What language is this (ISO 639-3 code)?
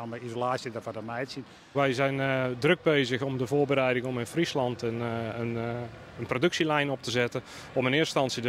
fry